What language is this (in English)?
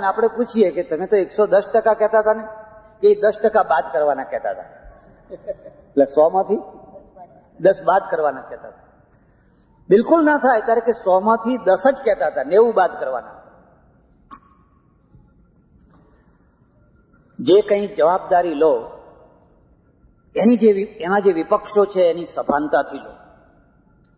Gujarati